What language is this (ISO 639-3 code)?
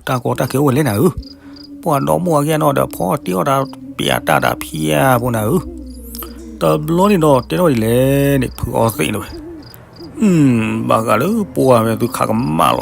ksw